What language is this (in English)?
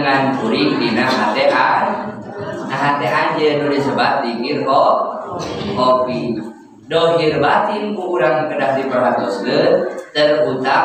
Sundanese